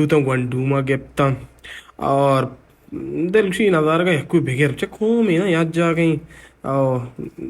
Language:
Baluchi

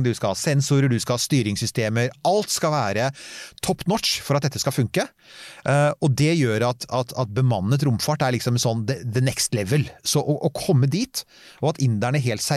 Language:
Norwegian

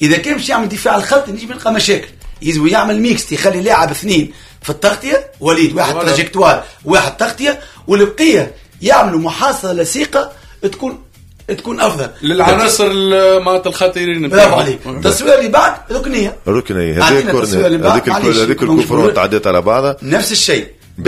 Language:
Tunisian Arabic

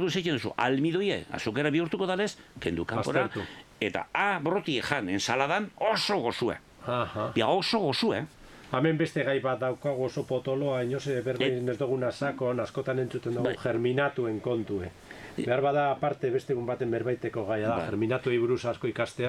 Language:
Basque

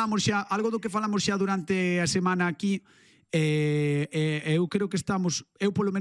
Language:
Galician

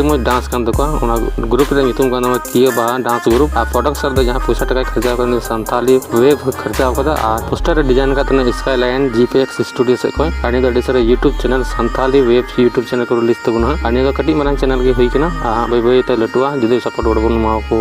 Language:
Santali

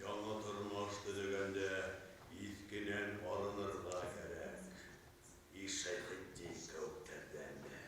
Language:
Bashkir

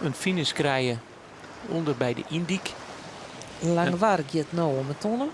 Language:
Western Frisian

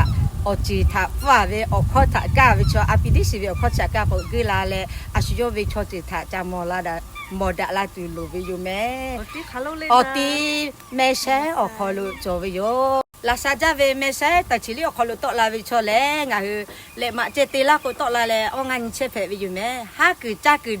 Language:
Lahu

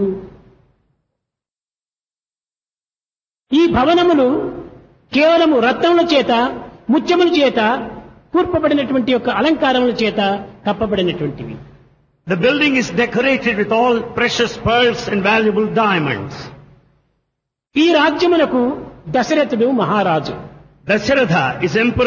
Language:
Telugu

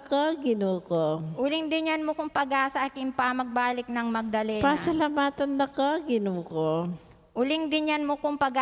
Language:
Pampanga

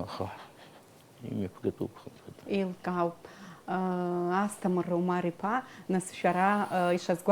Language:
Abkhazian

